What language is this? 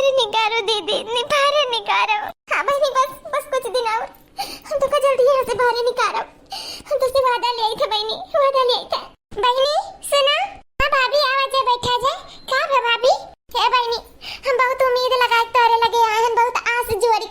Awadhi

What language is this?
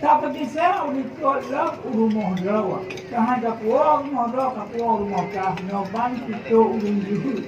Achinese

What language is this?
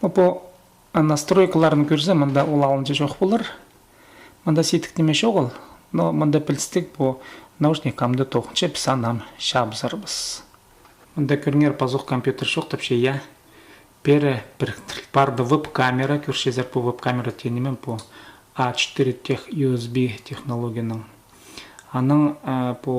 Khakas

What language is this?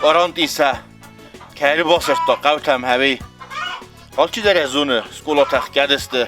Ossetic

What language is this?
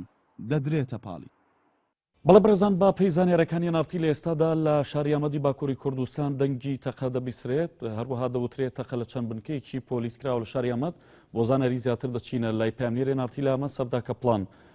Central Kurdish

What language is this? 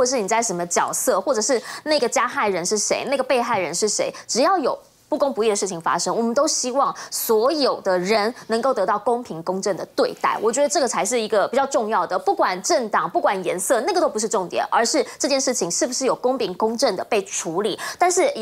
Chinese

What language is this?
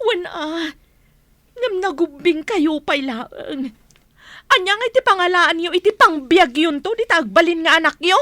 Iloko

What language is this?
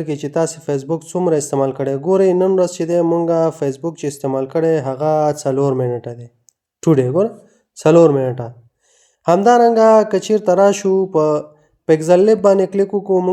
Pashto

